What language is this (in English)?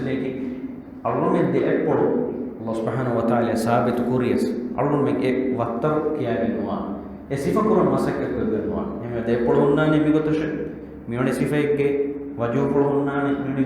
Divehi